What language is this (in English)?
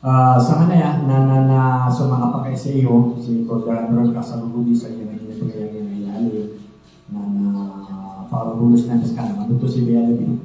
Maranao